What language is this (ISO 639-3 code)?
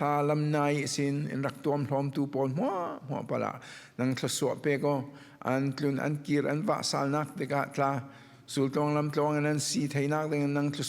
cfm